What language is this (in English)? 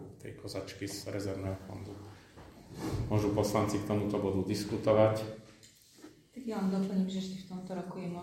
Slovak